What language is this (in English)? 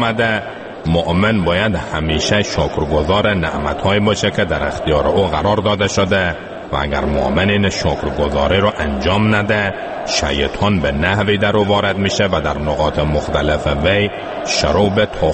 Persian